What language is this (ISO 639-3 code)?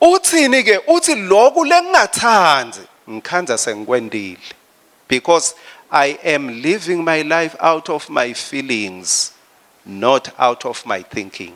ssw